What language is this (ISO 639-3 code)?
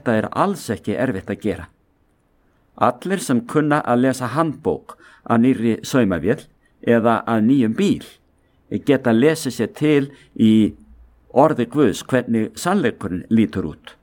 isl